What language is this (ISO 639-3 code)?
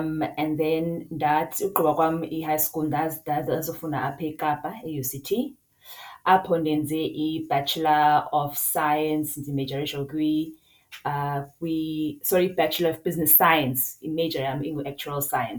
xho